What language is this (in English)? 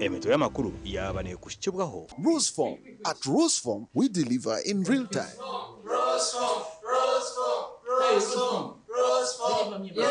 Nyankole